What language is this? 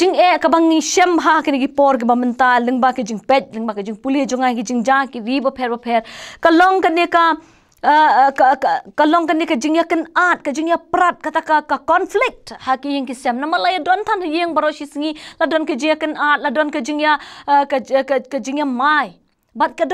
Khasi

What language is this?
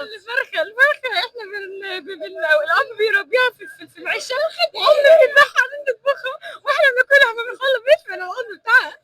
Egyptian Arabic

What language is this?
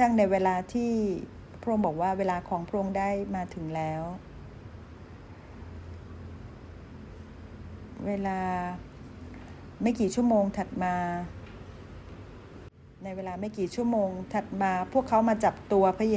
Thai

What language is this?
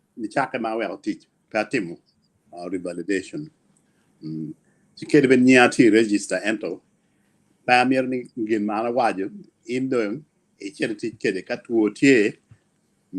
Acoli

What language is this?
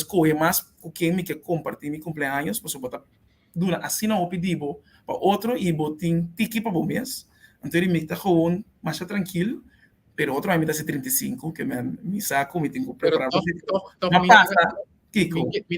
Papiamento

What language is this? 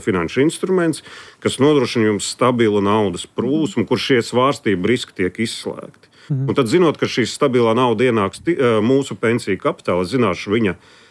Latvian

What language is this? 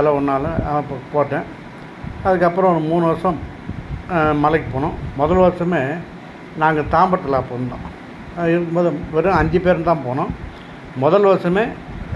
Tamil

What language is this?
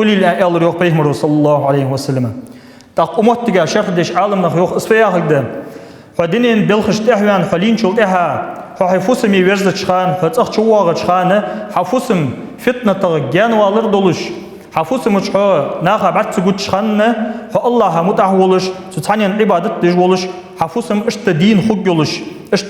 Ingush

